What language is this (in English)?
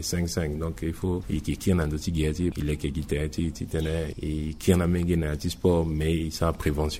Sango